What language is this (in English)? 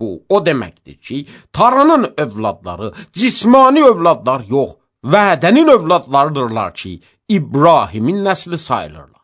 Azerbaijani